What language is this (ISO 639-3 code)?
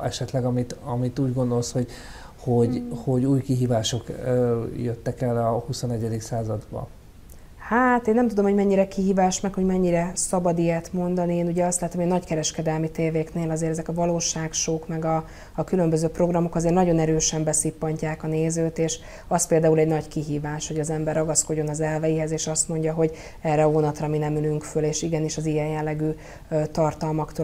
hun